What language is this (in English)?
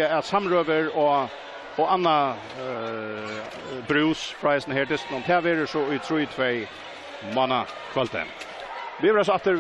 Faroese